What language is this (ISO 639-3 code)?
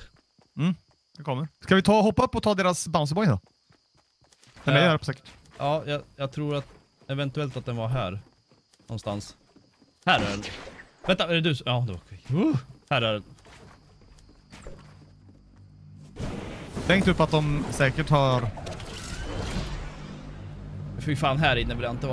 swe